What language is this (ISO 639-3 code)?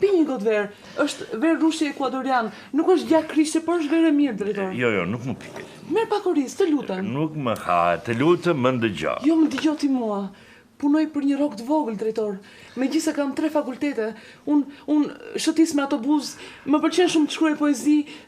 sqi